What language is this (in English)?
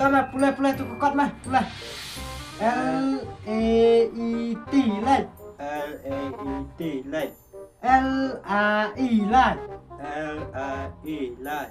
Khasi